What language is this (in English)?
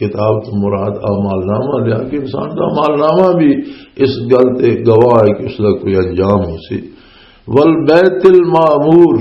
Western Panjabi